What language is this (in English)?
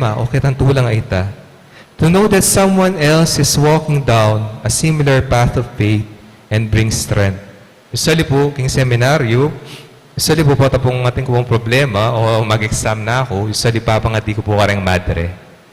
Pampanga